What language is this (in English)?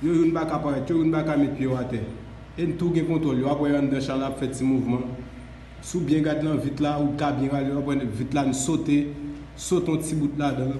Haitian Creole